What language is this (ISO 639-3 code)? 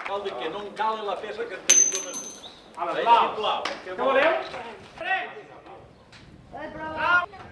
cat